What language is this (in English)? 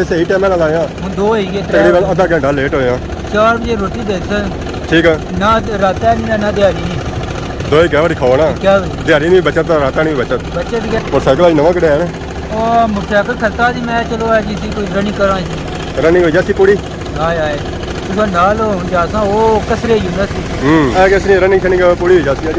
Pahari-Potwari